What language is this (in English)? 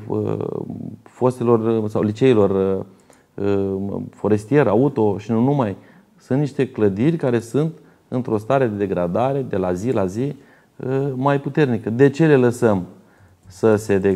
Romanian